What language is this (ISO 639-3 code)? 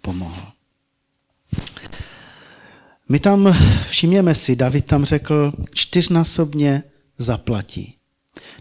ces